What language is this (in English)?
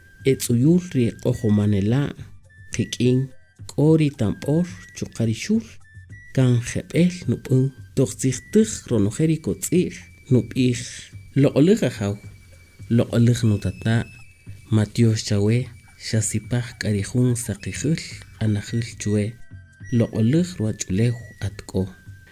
Kaqchikel